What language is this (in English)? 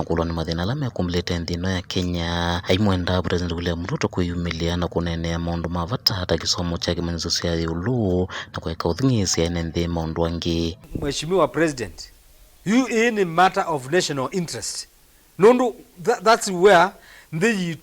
Kamba